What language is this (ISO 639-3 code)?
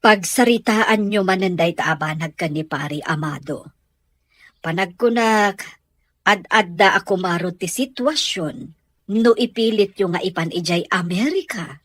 ilo